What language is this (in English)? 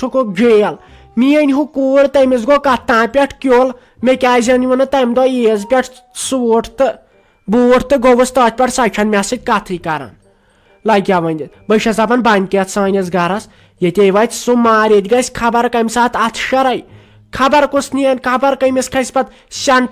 Kashmiri